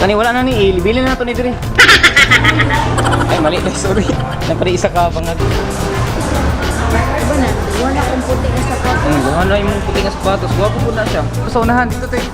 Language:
Cebuano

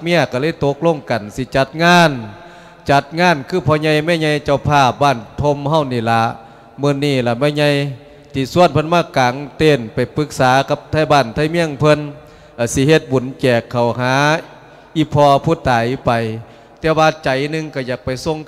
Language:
Lao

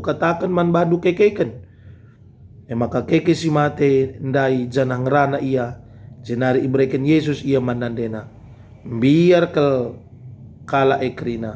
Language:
Batak Karo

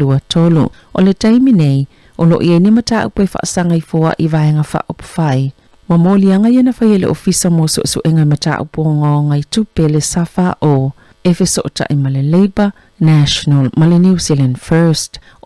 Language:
Samoan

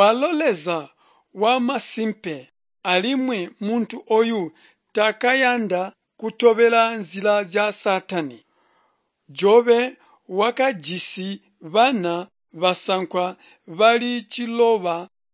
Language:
Tonga (Zambia)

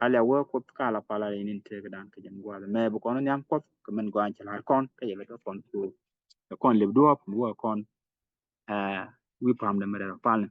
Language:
Nuer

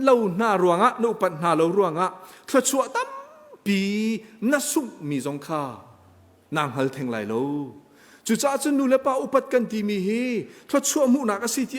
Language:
Hakha Chin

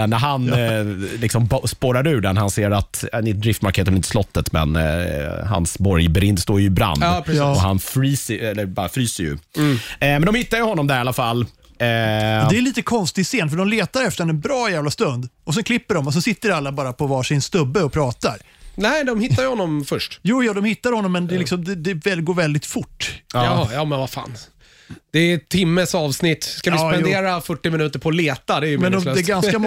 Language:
Swedish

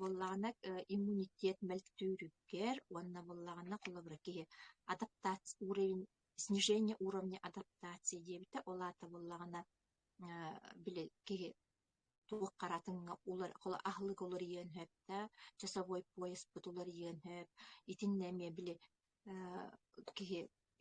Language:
Yakut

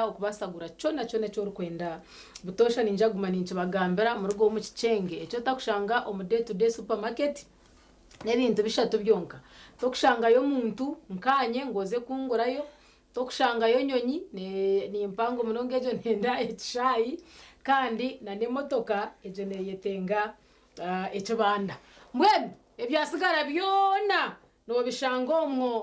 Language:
Nyankole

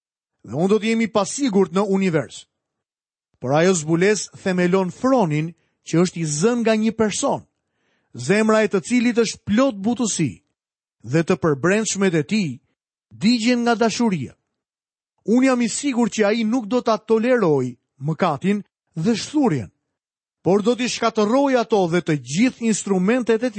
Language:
Albanian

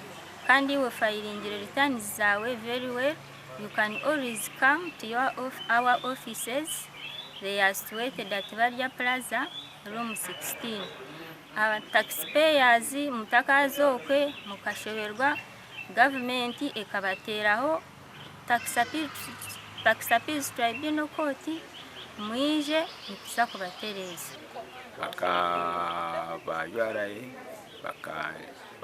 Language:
Nyankole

